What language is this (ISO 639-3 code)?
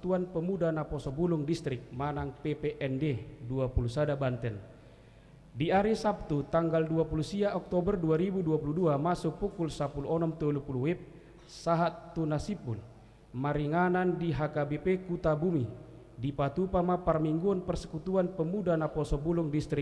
bbc